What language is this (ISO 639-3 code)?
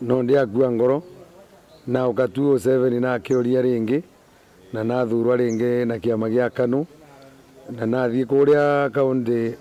mer